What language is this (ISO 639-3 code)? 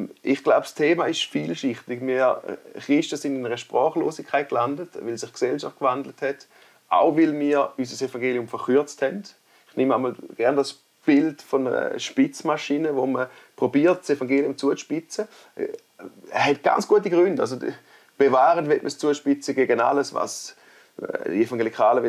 gsw